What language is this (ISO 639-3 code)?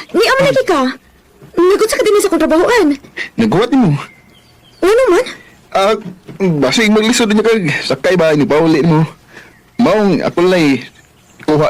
ceb